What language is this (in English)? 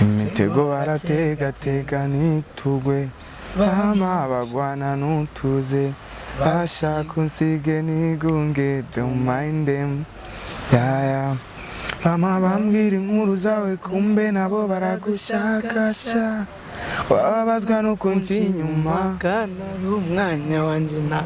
Rundi